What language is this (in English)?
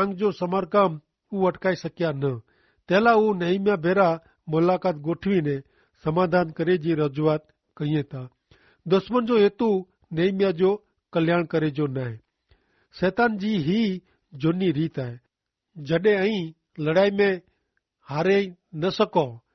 Kachhi